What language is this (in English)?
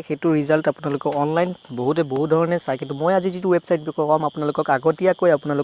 Assamese